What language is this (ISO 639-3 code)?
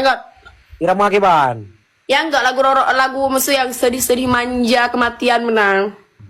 ace